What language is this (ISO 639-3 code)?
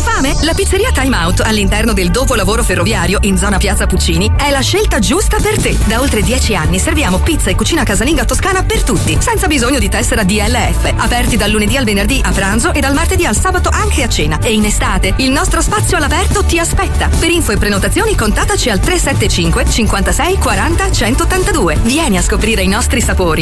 ita